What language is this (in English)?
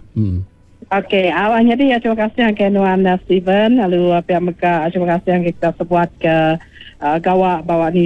Iban